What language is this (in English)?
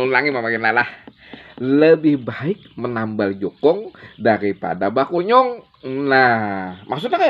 Banjar